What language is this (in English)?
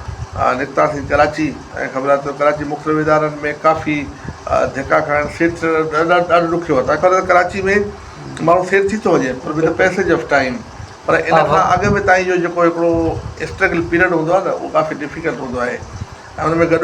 Sindhi